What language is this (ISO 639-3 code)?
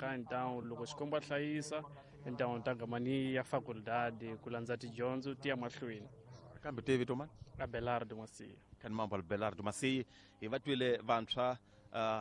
tso